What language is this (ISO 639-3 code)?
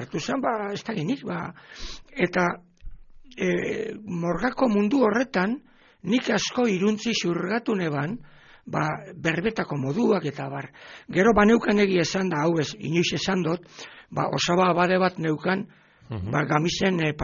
eus